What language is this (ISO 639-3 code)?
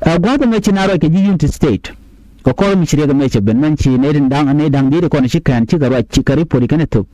nus